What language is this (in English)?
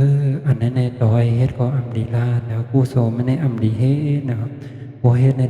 Shan